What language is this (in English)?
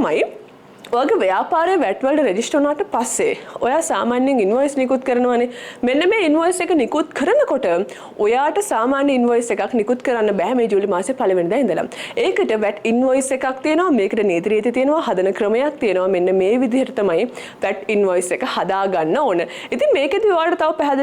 Sinhala